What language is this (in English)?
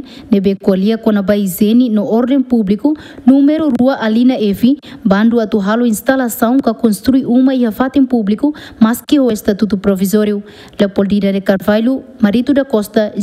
Tetum